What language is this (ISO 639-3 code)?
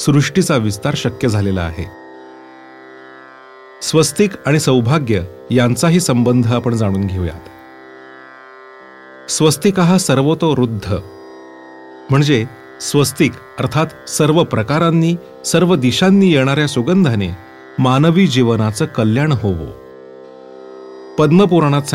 mar